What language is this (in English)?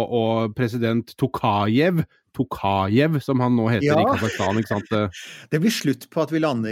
Norwegian